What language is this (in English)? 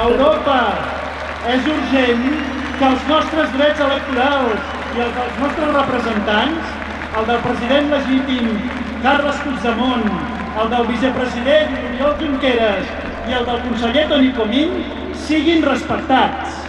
Occitan